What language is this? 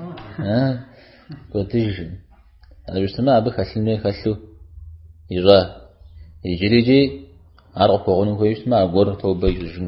Kabardian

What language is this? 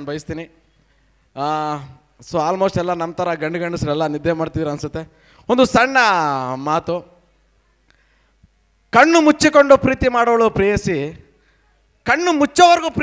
Kannada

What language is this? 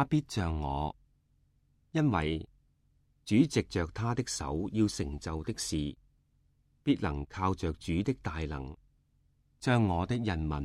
Cantonese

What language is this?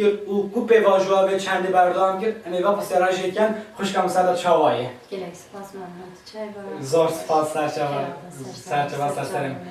Kurdish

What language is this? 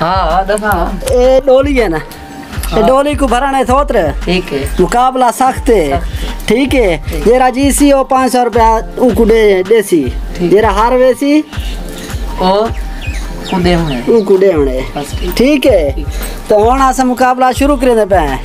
Saraiki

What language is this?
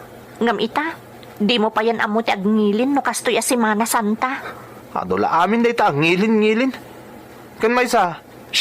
Iloko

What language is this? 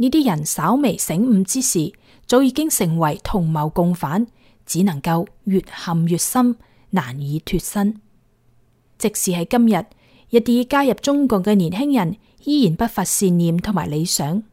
Cantonese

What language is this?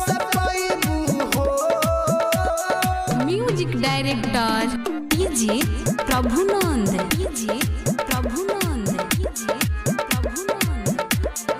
Bhojpuri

